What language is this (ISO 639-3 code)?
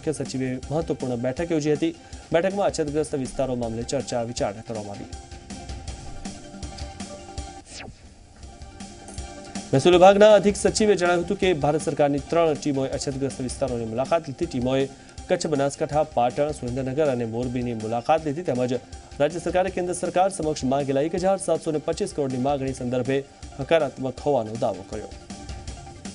guj